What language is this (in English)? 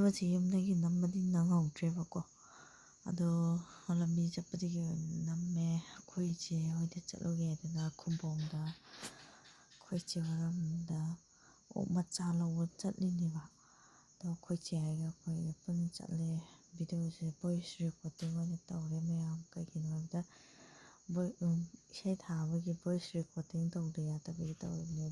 Manipuri